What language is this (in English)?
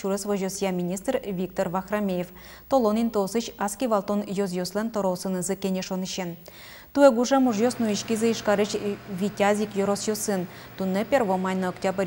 Udmurt